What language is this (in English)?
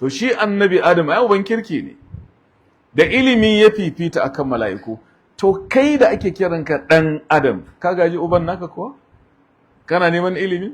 Hausa